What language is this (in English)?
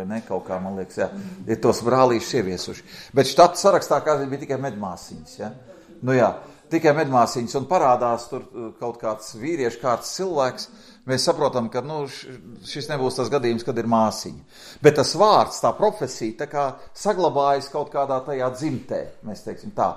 Latvian